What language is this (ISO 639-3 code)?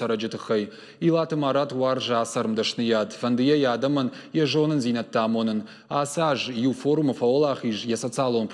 oss